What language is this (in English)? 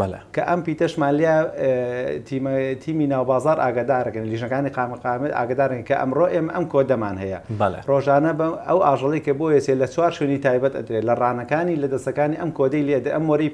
Central Kurdish